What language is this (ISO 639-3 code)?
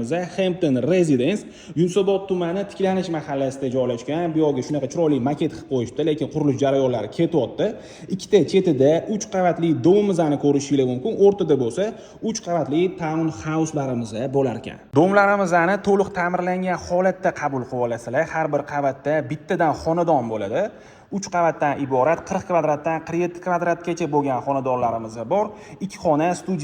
uzb